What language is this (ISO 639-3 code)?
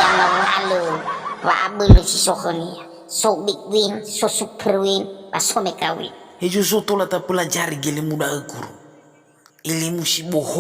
nia